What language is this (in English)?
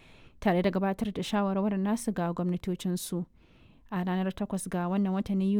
Hausa